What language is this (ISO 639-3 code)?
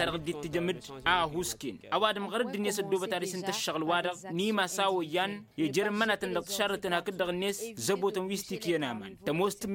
taq